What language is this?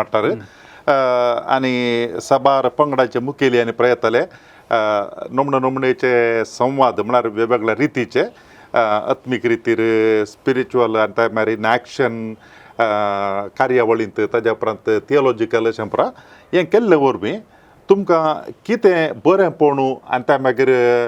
Konkani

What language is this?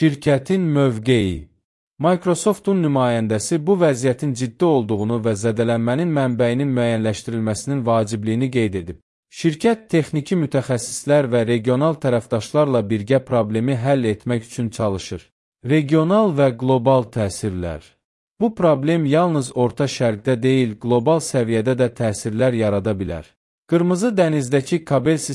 Azerbaijani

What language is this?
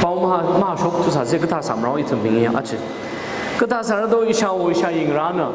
Tangkhul Naga (India)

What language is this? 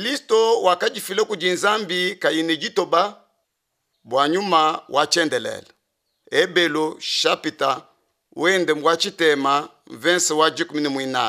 Luba-Lulua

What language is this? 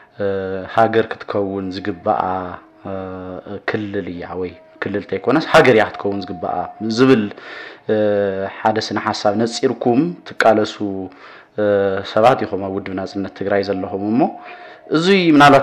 Tigrinya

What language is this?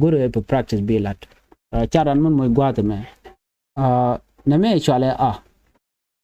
Nuer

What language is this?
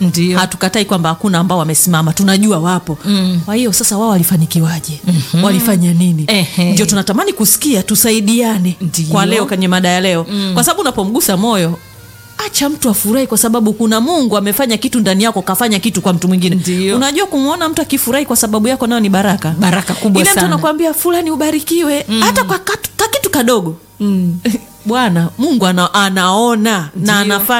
Swahili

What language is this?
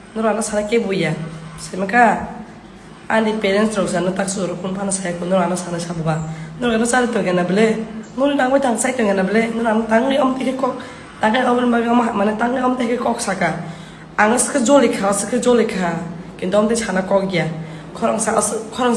Kok Borok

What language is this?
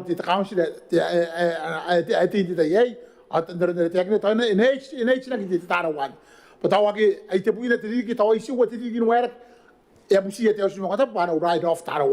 Gilbertese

